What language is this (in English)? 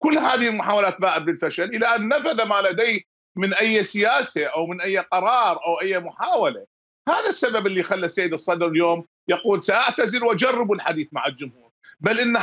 Mesopotamian Arabic